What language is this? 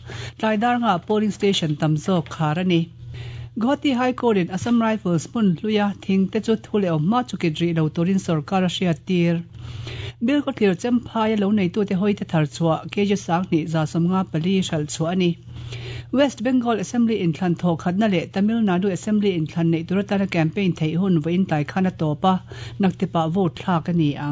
Mizo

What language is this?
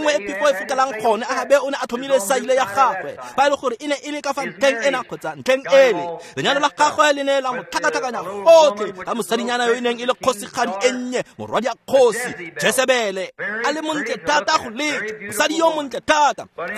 Tswana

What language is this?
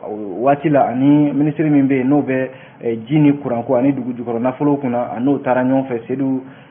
Bambara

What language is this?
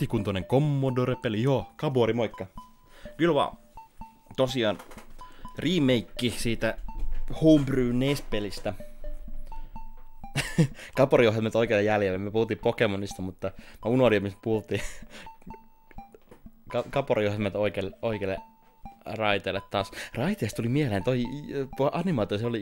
Finnish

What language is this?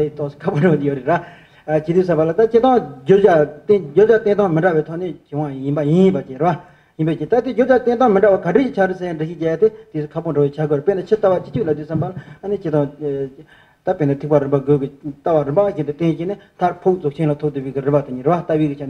Tibetan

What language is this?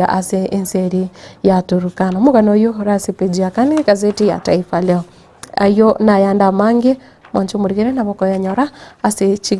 Gusii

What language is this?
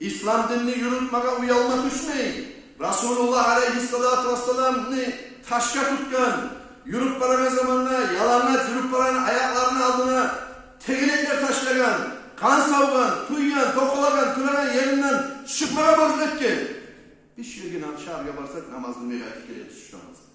Kumyk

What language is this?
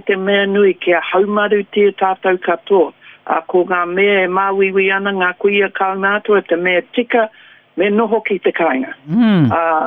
Māori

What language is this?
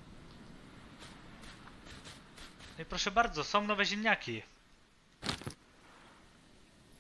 Polish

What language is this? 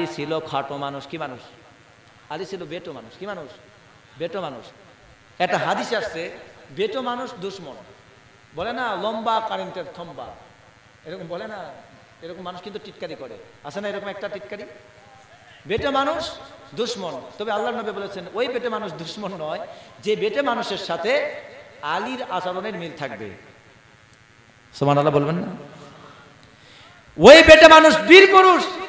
Bangla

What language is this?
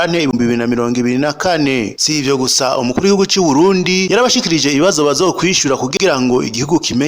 Rundi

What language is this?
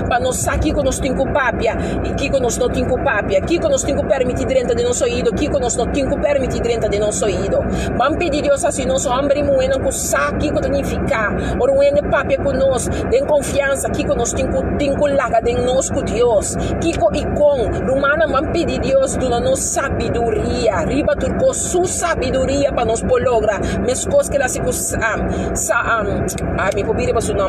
Papiamento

